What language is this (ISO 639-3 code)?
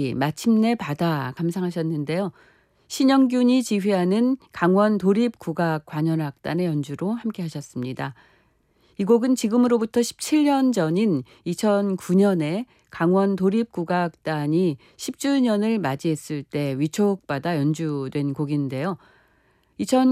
kor